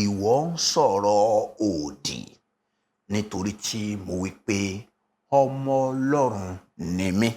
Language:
Yoruba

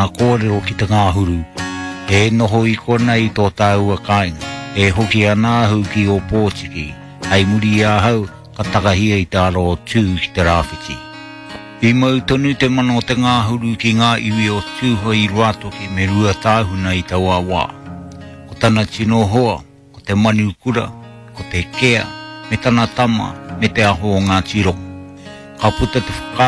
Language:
Māori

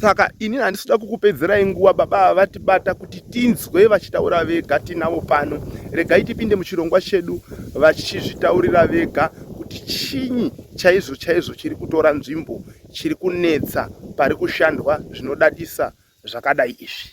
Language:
Shona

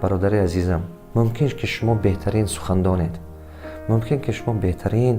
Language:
Tajik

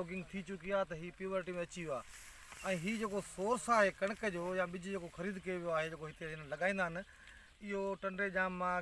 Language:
Sindhi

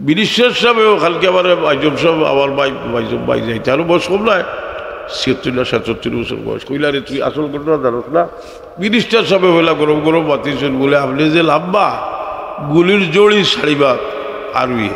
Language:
Sylheti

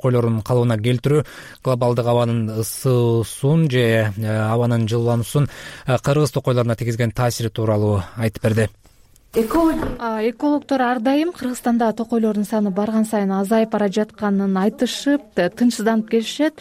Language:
Kyrgyz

